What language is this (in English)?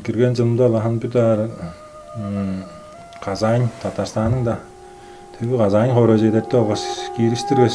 Tuvinian